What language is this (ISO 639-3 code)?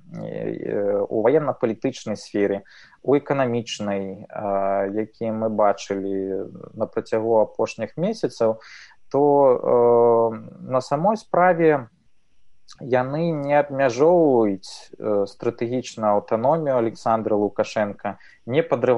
bel